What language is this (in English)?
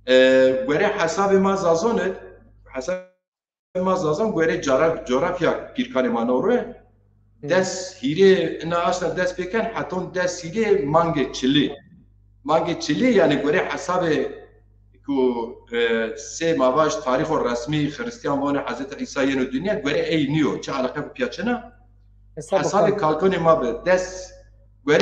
Zaza